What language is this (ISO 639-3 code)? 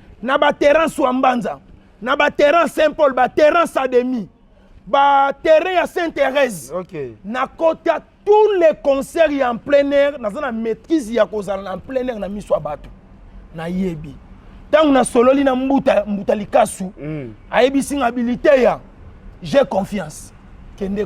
lin